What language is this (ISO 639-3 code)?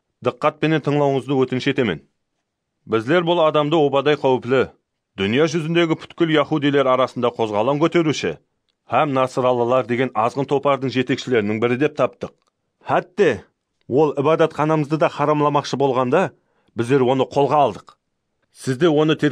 kaa